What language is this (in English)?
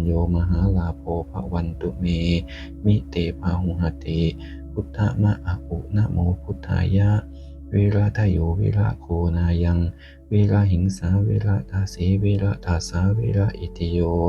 Pali